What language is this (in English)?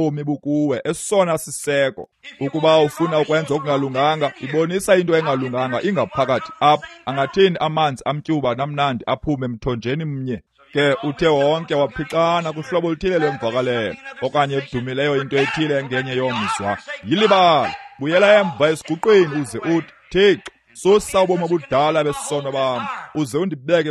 Xhosa